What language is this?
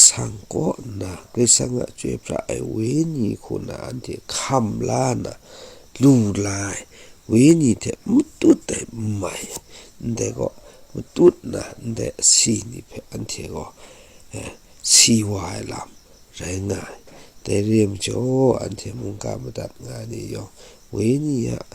Kachin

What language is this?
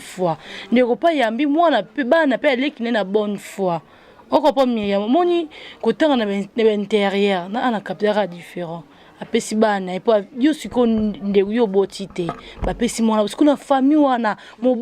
Lingala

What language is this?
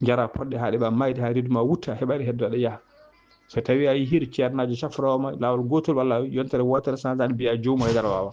Fula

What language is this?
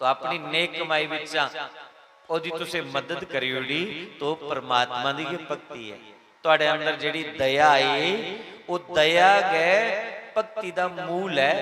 Dogri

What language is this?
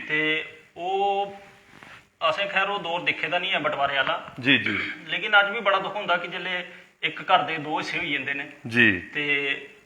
Dogri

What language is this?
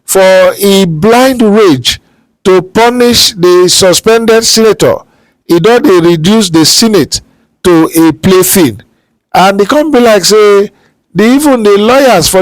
Nigerian Pidgin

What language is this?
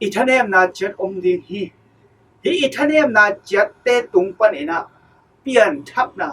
Tedim Chin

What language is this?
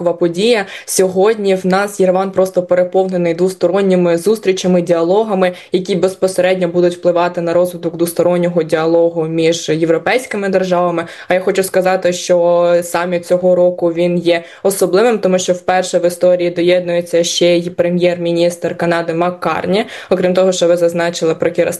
Ukrainian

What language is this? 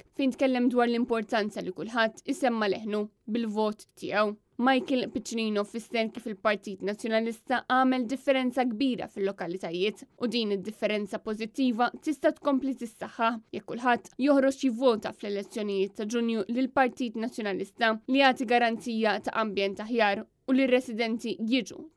Maltese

